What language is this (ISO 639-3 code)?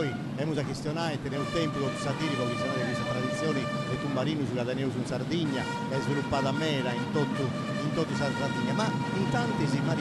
srd